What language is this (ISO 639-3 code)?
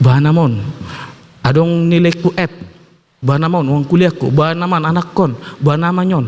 bbc